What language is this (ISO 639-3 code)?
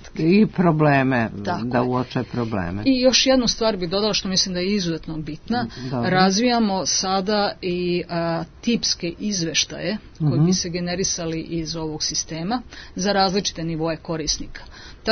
srp